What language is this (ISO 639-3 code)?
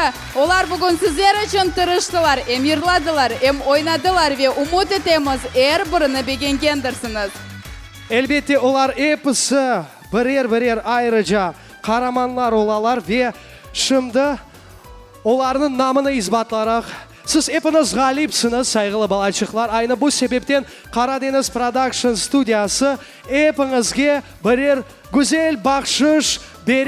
crh